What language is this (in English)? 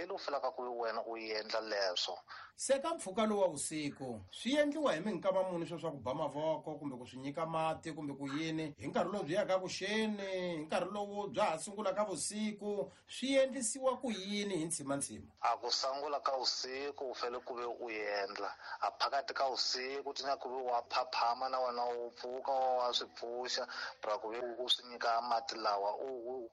Tsonga